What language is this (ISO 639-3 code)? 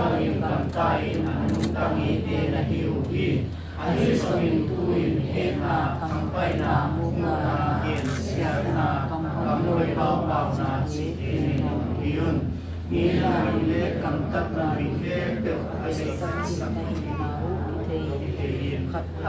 ctd